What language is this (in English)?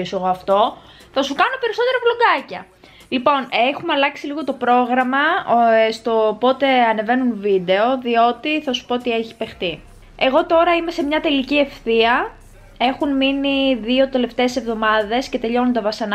Greek